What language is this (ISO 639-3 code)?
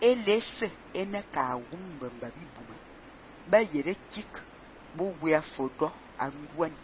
fan